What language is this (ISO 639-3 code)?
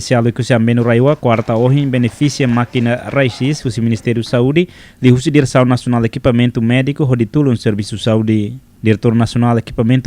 tet